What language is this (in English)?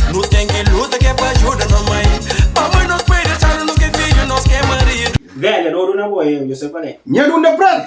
Kabuverdianu